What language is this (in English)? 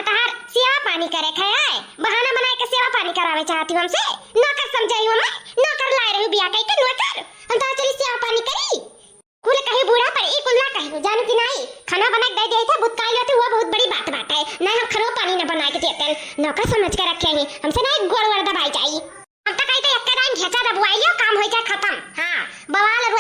Awadhi